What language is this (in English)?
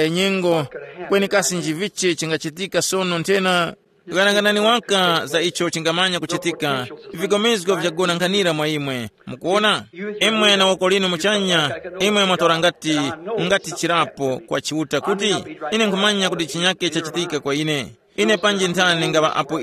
Tumbuka